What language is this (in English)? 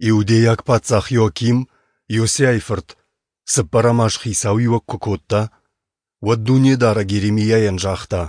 Ossetic